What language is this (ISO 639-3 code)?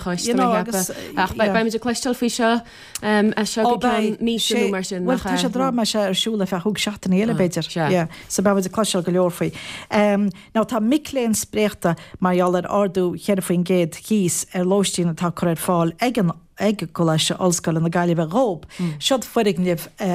gle